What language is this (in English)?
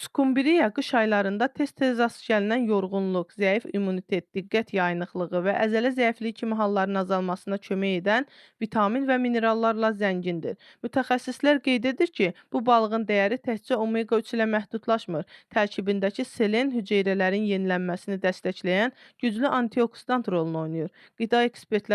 Azerbaijani